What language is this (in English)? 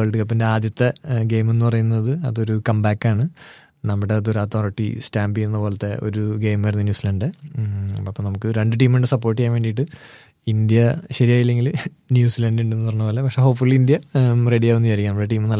Malayalam